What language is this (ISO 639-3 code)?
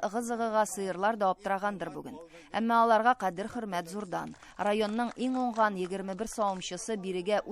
tat